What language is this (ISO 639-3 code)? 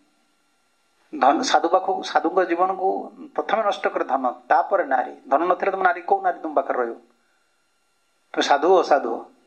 ori